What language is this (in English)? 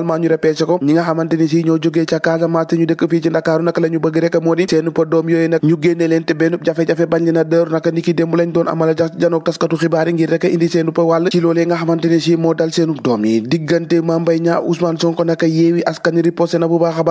Wolof